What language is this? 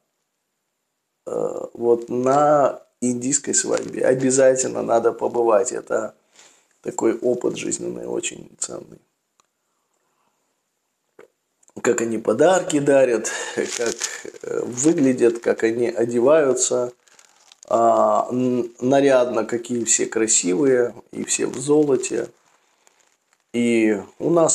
Russian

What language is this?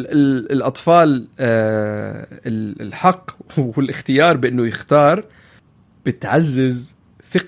North Levantine Arabic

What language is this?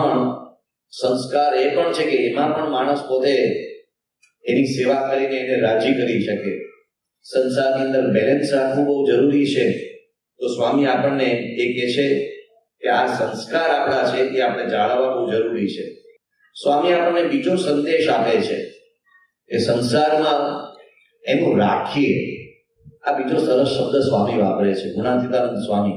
Gujarati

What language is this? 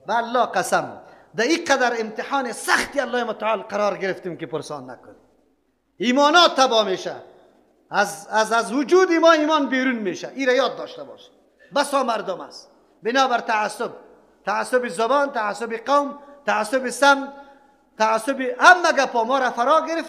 Persian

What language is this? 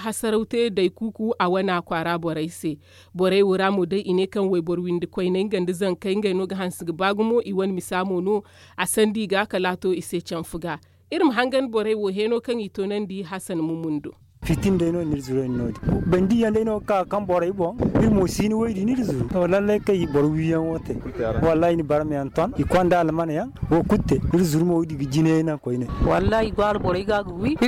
Zarma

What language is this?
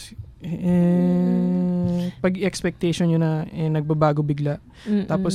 Filipino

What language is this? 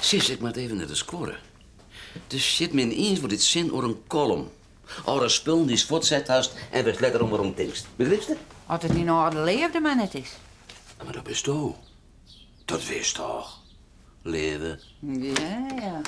Western Frisian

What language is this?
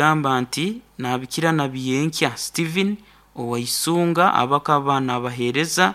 Nyoro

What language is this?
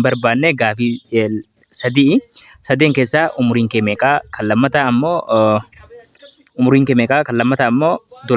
Oromo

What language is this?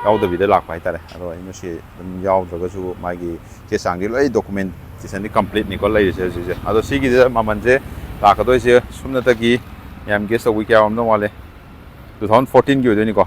Manipuri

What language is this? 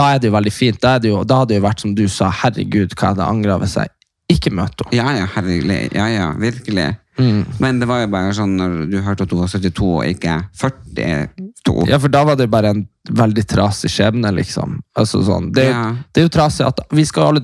Norwegian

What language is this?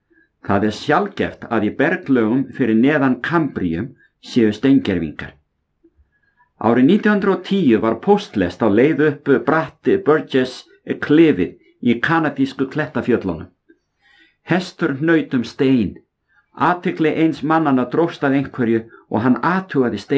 Icelandic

